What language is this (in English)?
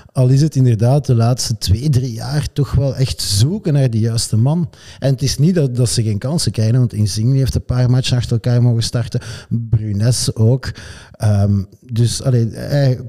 Dutch